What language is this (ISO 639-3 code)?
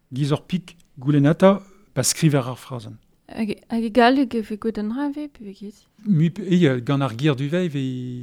bre